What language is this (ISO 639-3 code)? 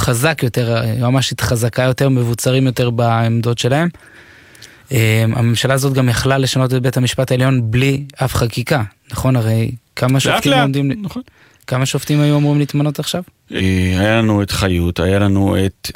heb